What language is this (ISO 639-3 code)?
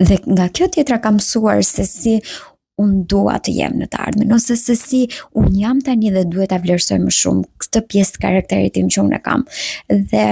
sqi